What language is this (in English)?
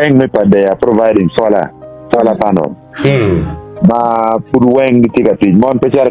Acoli